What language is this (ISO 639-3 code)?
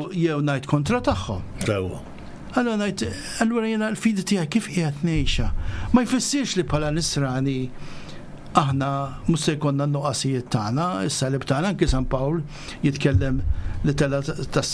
mlt